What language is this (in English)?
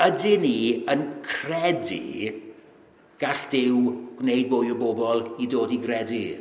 Welsh